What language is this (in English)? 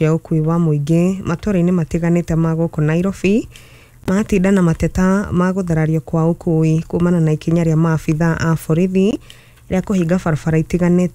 Kikuyu